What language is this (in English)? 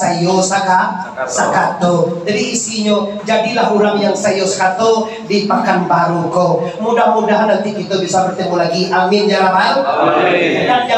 Minangkabau